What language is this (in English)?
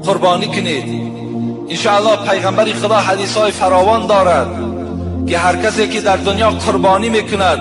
Tajik